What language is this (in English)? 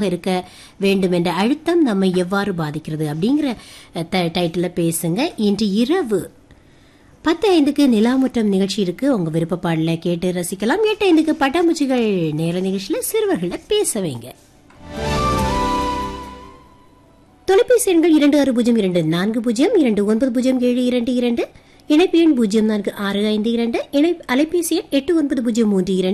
Tamil